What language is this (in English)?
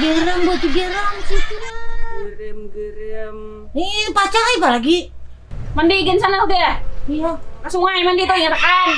Banjar